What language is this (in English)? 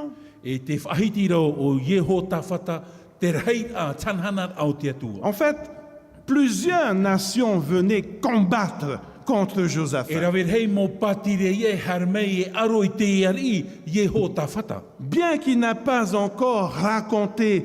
Tahitian